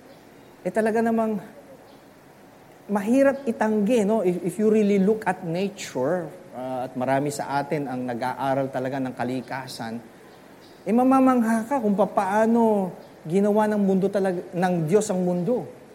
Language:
Filipino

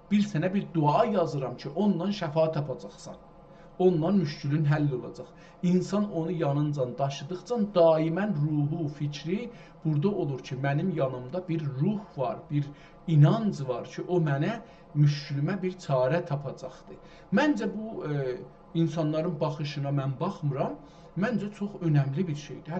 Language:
South Azerbaijani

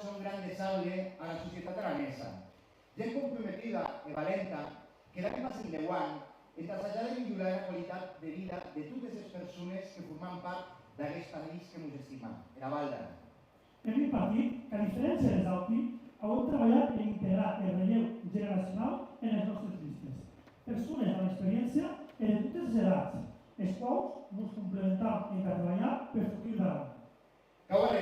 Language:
Occitan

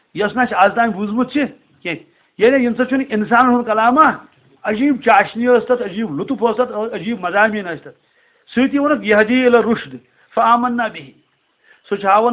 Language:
Kashmiri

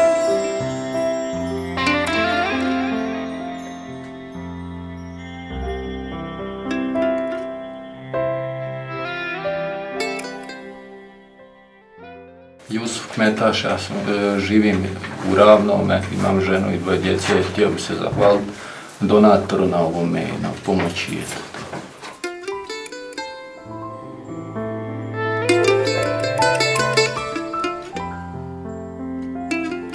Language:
Bosnian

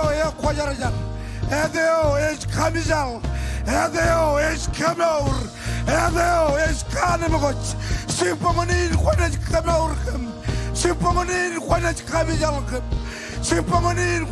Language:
Marshallese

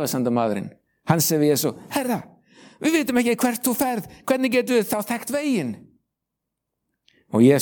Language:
Icelandic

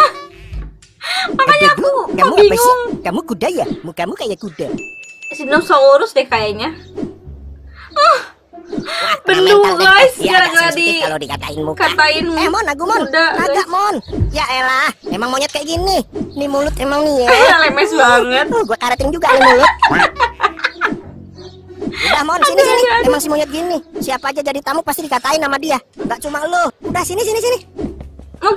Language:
Indonesian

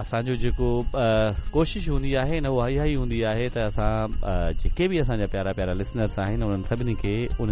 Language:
Sindhi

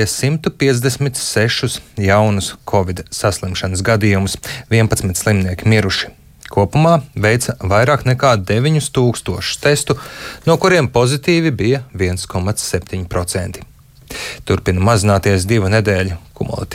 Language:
Latvian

